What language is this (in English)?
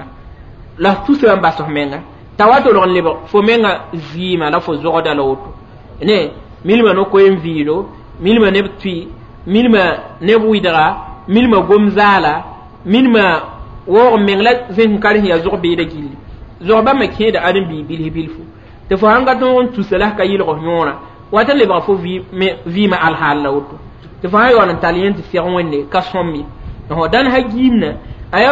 Mossi